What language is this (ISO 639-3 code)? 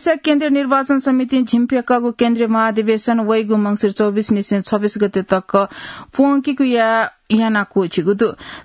new